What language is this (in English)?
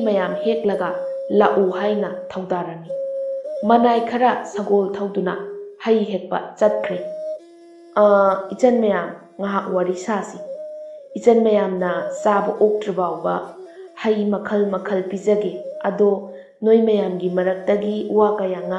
Manipuri